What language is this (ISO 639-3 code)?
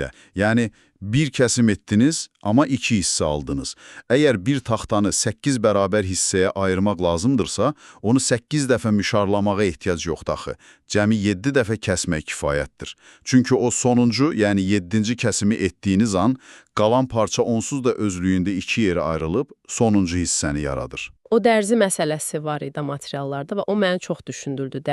aze